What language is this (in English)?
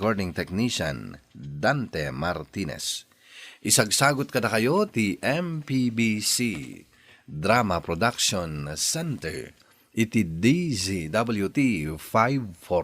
Iloko